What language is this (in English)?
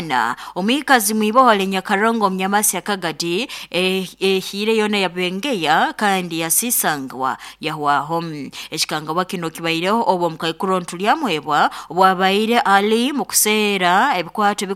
Nyoro